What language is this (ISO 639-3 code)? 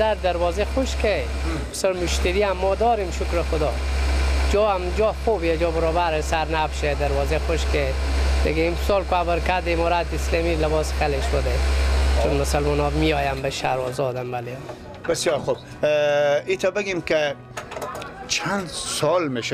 fas